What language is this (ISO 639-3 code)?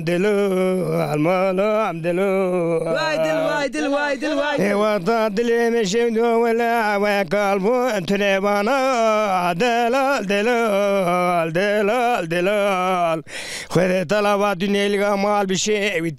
zza